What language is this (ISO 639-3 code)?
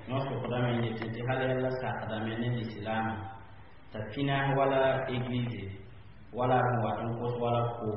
mos